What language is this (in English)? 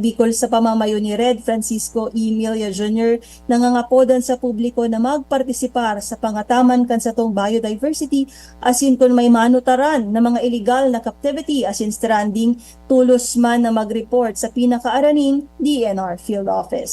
Bikol